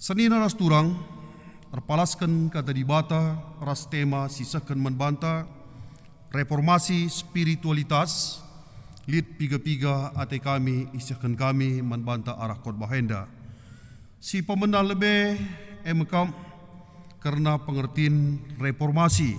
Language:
Batak Karo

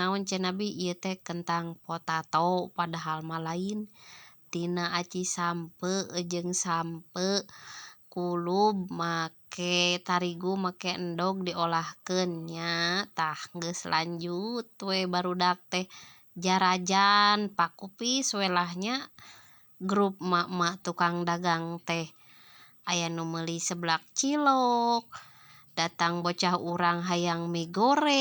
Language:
Sundanese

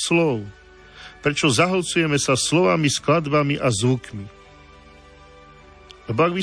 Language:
Slovak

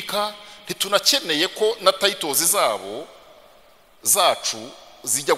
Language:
Kinyarwanda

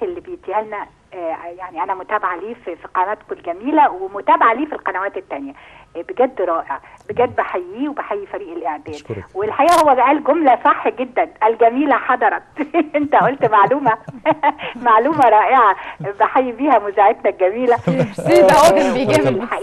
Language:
Egyptian Arabic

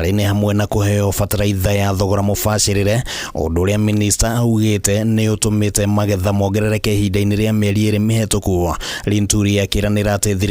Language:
Kikuyu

